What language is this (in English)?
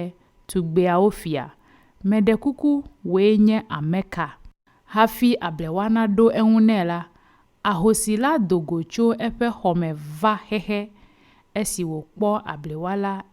Ewe